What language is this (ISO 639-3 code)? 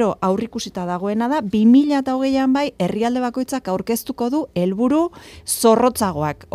eus